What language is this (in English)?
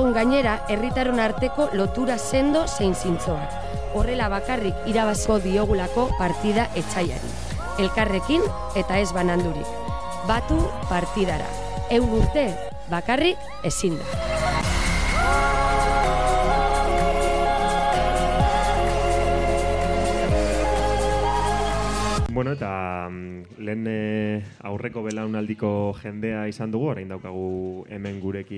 Basque